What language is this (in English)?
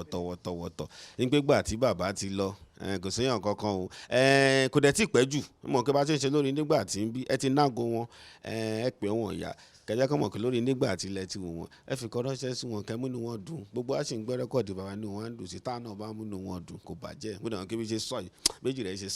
Yoruba